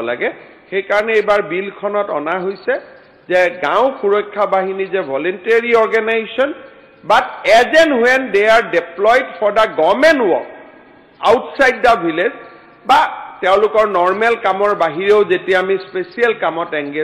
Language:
Assamese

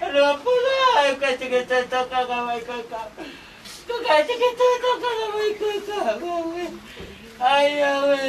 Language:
Tongan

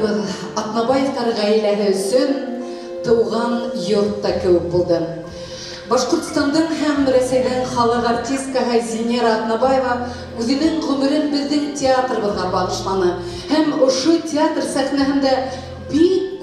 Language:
Bashkir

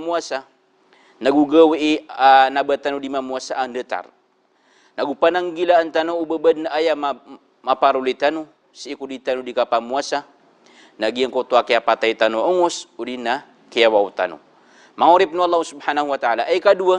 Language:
Maranao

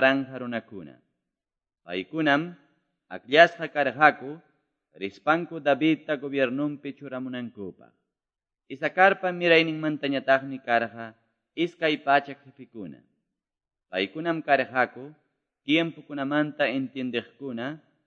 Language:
Quechua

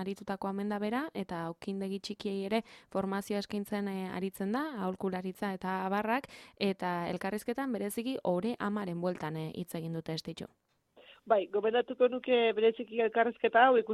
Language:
Basque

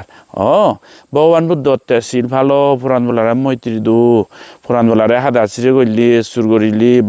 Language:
Chakma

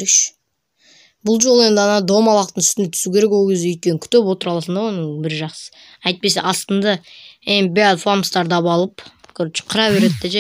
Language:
Kazakh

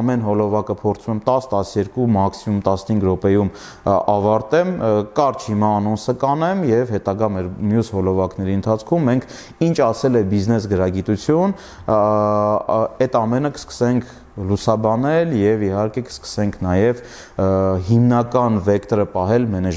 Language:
Armenian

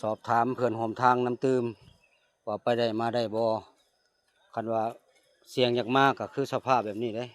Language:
Lao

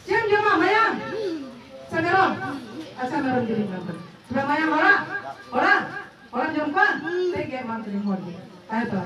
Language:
Santali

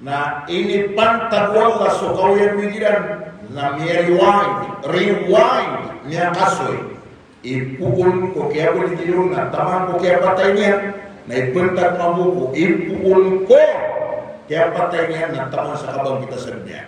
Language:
Maranao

